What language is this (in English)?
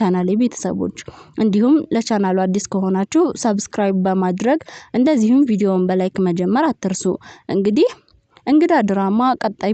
Amharic